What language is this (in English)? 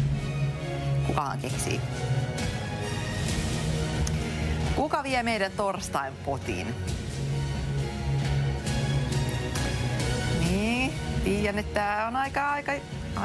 Finnish